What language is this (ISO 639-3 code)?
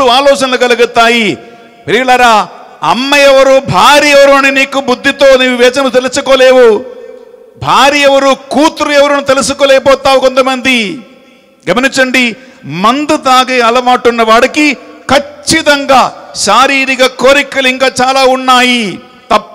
tel